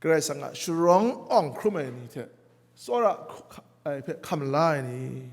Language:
Kachin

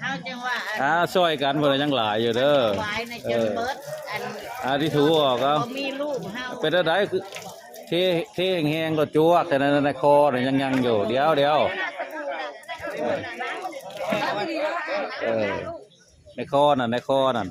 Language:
Northeastern Thai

